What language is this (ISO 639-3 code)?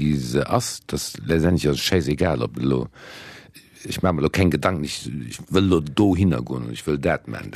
ltz